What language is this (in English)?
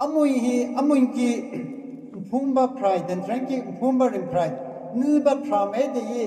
Tangkhul Naga (India)